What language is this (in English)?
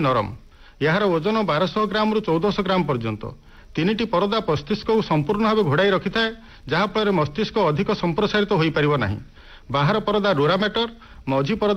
Odia